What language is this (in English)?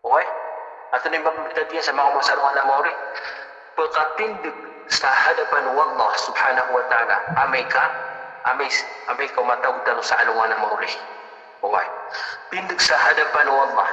Maranao